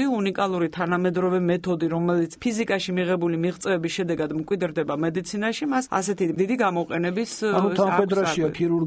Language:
Georgian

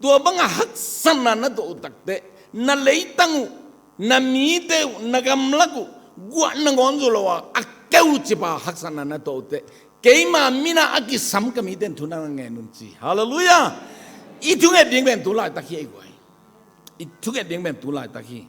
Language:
Tedim Chin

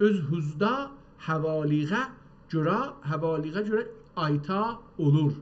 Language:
South Azerbaijani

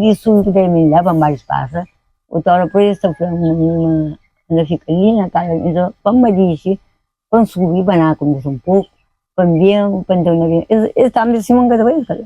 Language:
Kabuverdianu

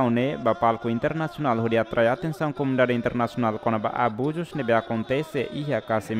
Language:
Tetum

